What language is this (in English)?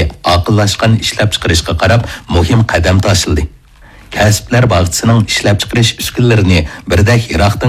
Uyghur